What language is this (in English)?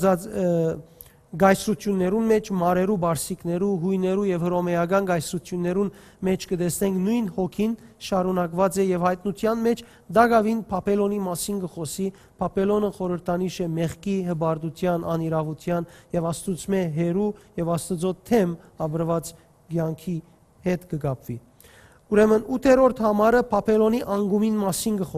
Western Armenian